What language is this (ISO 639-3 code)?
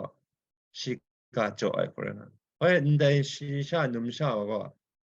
kac